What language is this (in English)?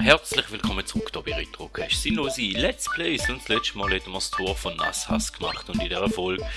Swiss German